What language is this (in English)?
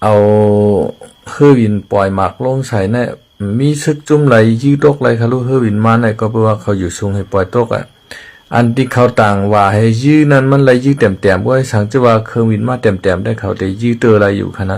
Shan